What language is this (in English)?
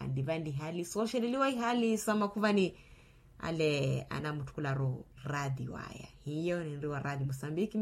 Makhuwa